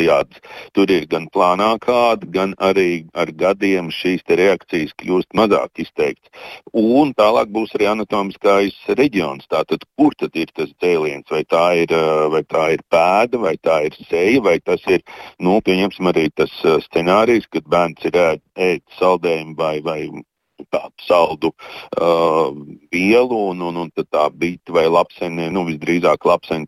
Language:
Latvian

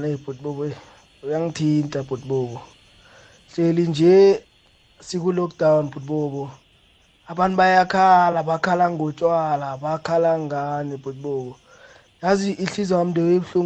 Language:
South Ndebele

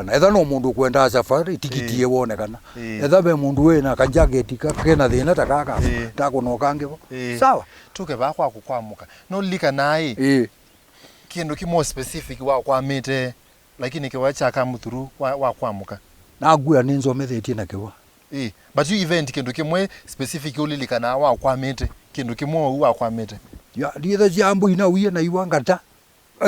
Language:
Kamba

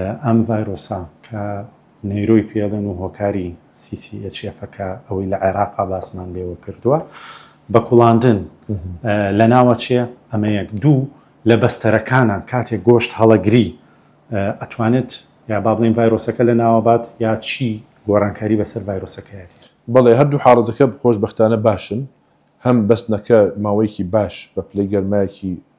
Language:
Central Kurdish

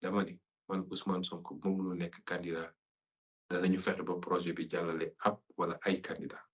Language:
Wolof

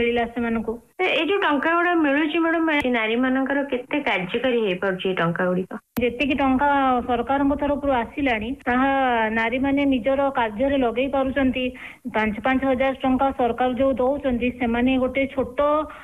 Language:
Odia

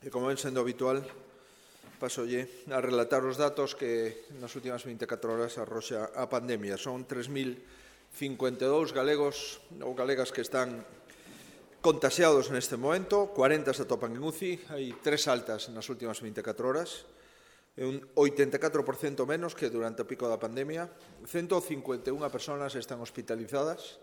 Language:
Galician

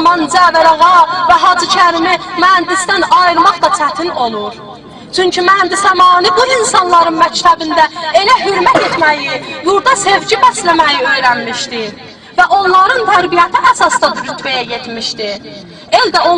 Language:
South Azerbaijani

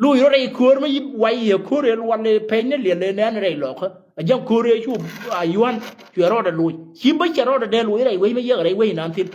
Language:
Nuer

